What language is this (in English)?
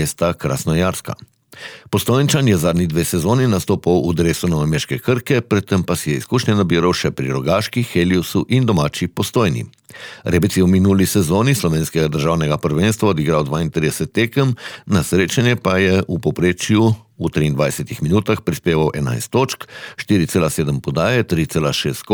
Slovenian